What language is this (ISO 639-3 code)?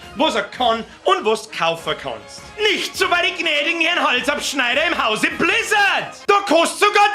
bar